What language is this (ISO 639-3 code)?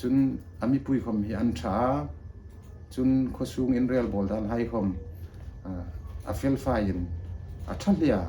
hmr